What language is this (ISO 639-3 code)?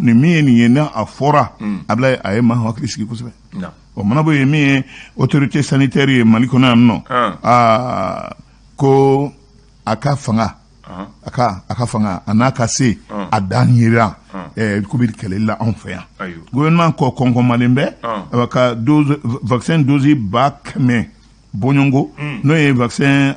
bam